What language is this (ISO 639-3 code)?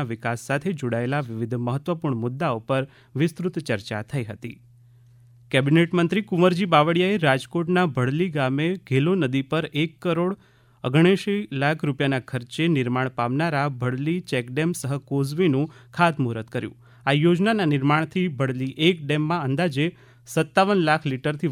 guj